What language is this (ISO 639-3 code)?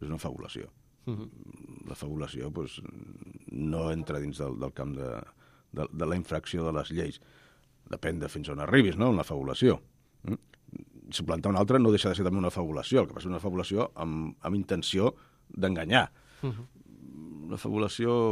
cat